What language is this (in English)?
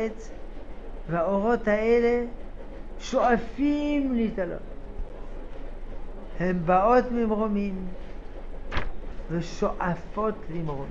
Hebrew